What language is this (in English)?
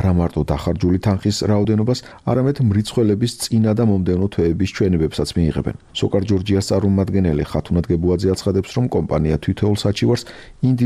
Georgian